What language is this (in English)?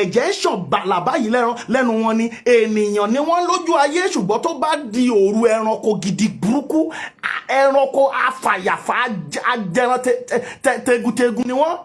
Yoruba